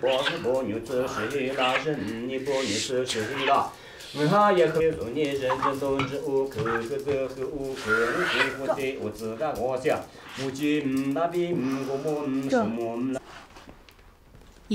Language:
Japanese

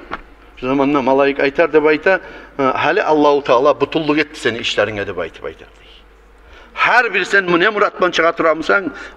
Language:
Kumyk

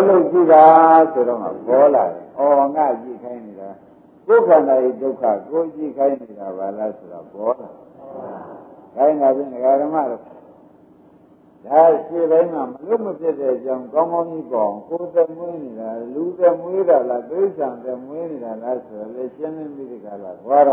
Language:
Burmese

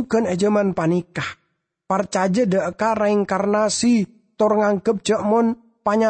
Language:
Madurese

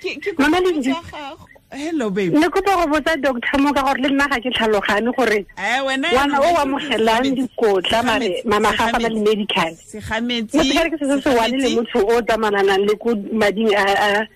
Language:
Tswana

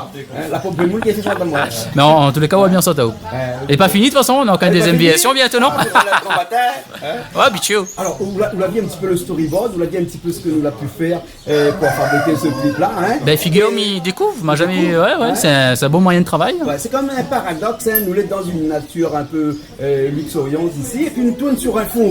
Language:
Réunion Creole French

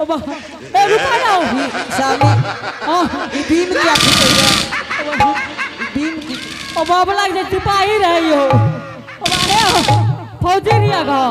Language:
Angika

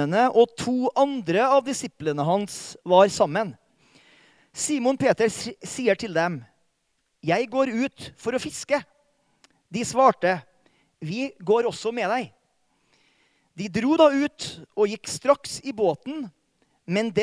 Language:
Norwegian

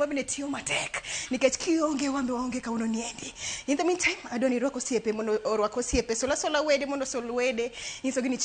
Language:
Luo (Kenya and Tanzania)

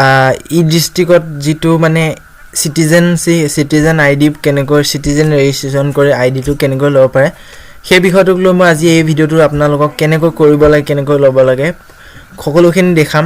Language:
Assamese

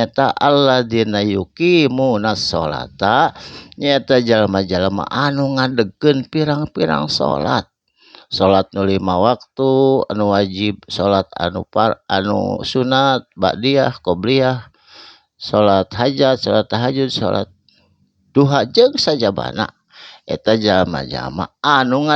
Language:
Sundanese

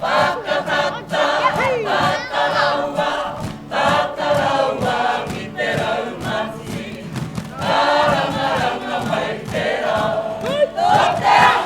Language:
Māori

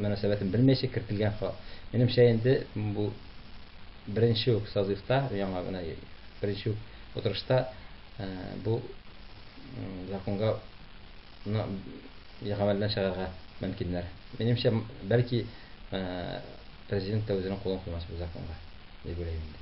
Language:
Tatar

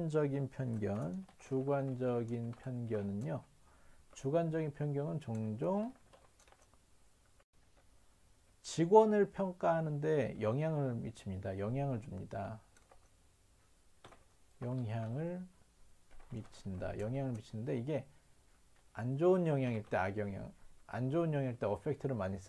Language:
Korean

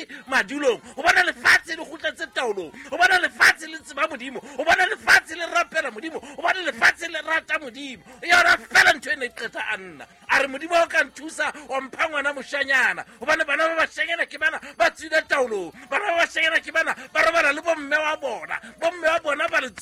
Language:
Southern Sotho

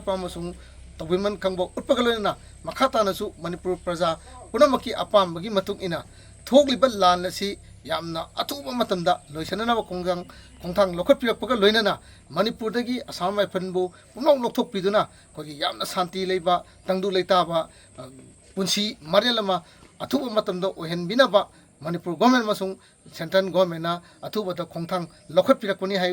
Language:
Manipuri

